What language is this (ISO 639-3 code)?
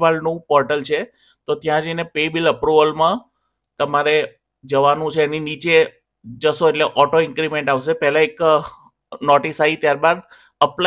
guj